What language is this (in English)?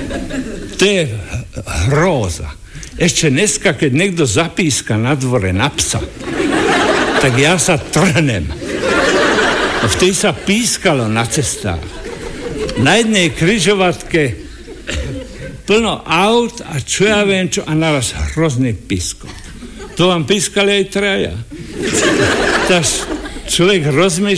Slovak